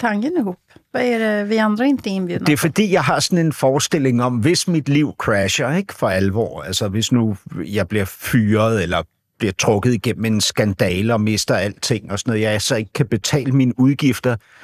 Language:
Danish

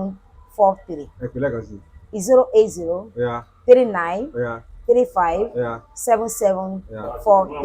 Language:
Yoruba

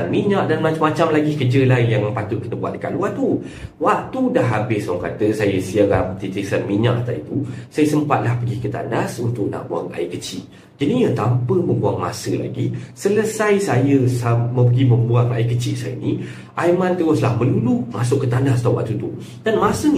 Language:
Malay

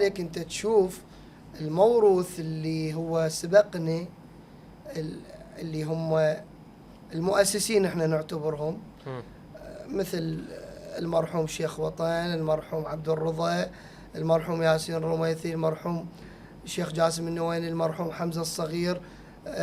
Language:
Mesopotamian Arabic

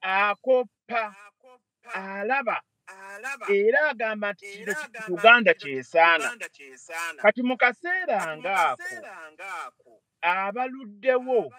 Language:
Ganda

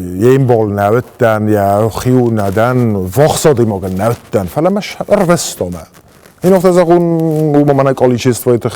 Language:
Ossetic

